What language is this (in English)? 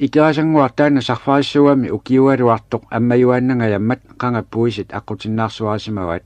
Kalaallisut